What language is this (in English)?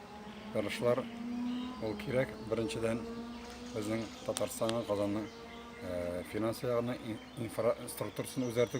Tatar